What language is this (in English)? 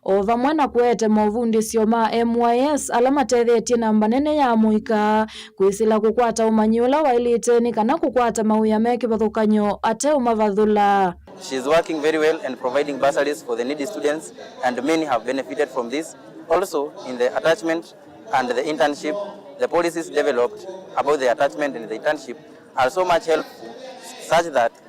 Kamba